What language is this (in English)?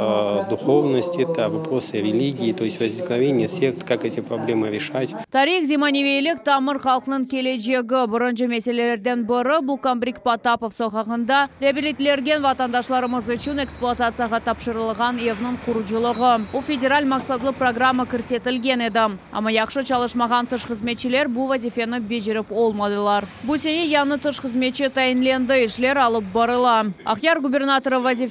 Crimean Tatar